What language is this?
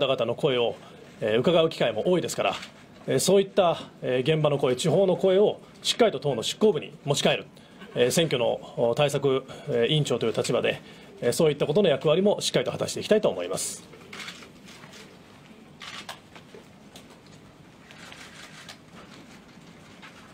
Japanese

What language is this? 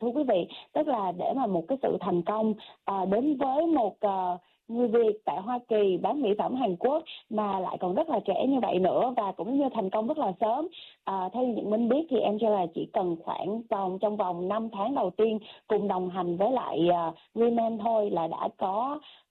Vietnamese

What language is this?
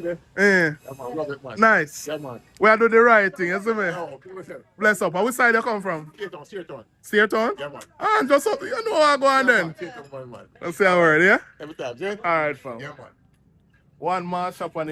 Jamaican Creole English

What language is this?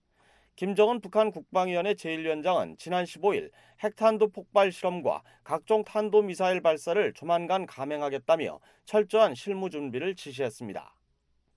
Korean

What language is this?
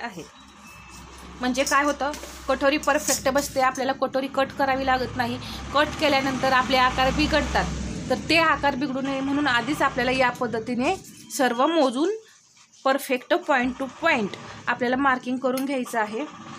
Marathi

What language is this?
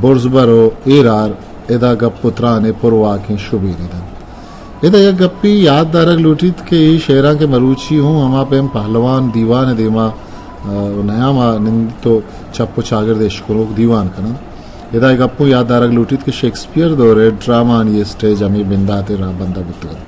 Eastern Balochi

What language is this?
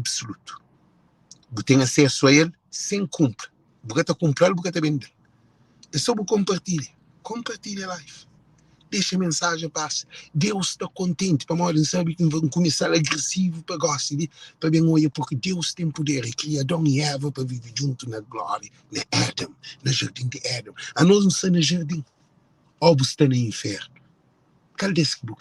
Kabuverdianu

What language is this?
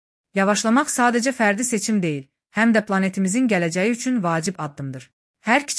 Azerbaijani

